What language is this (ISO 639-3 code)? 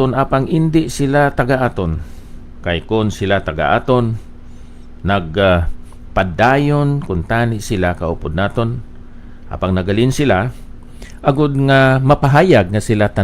hil